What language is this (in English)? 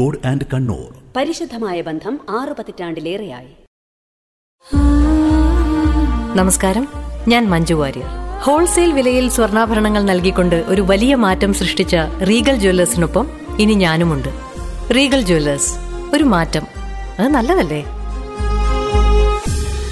Malayalam